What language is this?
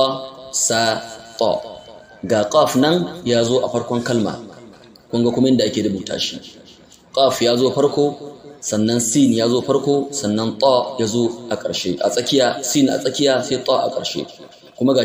Hausa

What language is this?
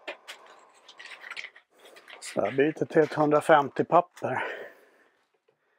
Swedish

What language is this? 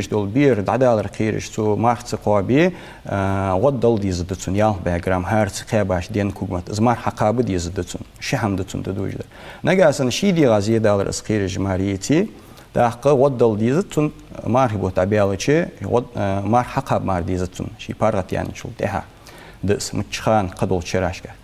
Ingush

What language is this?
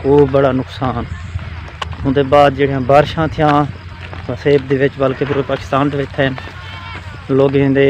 Saraiki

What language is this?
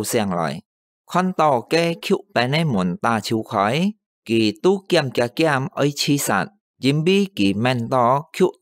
Hakka Chinese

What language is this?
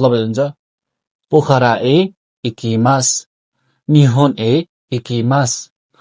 Nepali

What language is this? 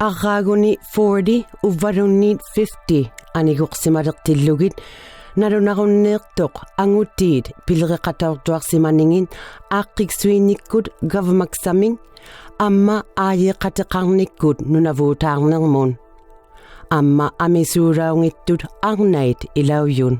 Inuktitut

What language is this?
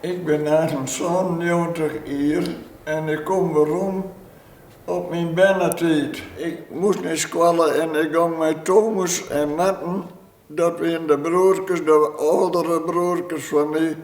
Western Frisian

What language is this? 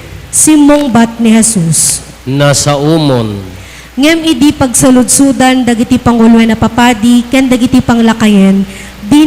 Iloko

